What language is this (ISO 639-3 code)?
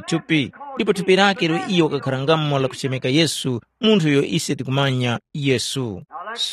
tum